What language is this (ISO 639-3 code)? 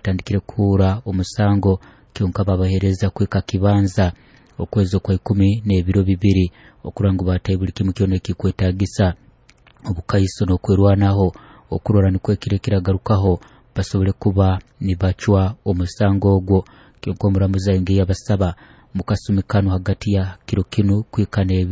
nyo